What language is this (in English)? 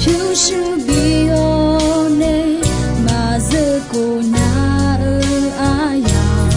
Akha